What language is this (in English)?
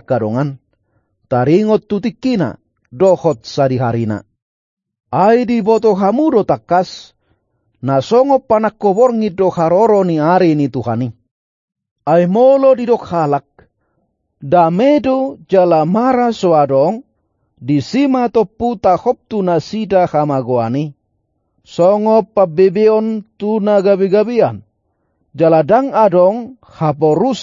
Batak Toba